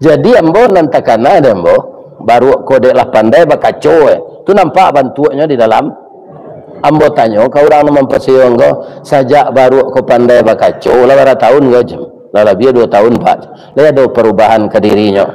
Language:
Minangkabau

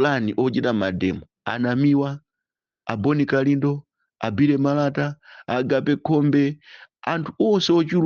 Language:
Nyanja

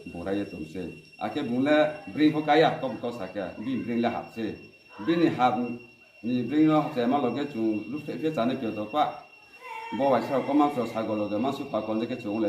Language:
Riang (India)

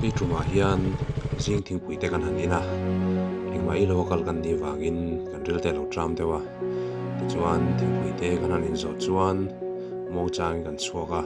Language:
Mizo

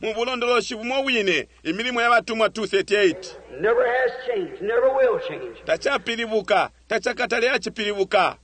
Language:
Bemba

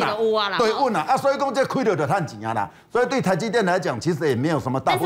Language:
Chinese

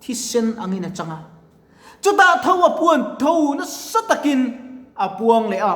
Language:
Mizo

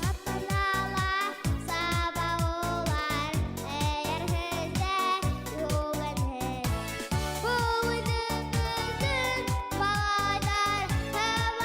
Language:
Bashkir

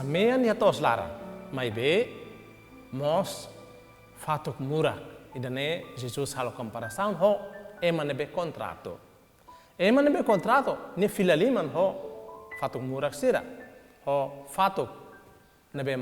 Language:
Tetum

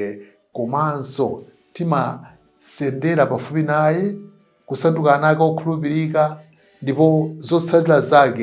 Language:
Nyanja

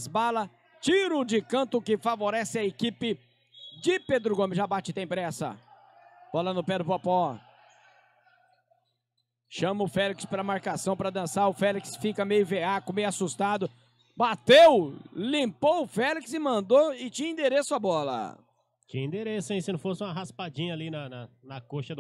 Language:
Portuguese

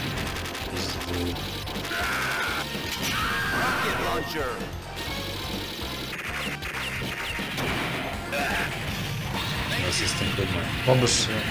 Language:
Portuguese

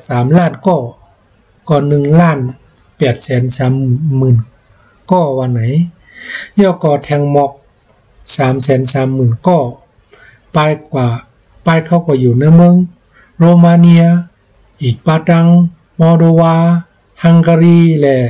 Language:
Shan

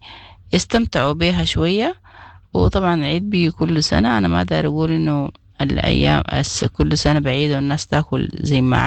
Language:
Sudanese Arabic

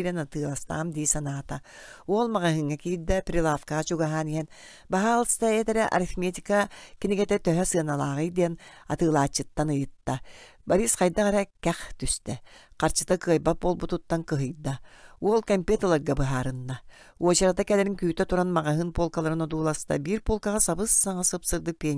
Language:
Yakut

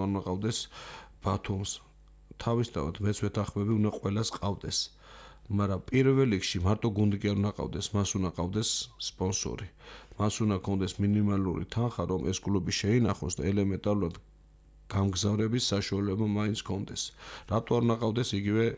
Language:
Georgian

